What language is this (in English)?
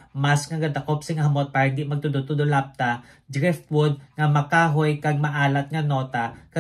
Hiligaynon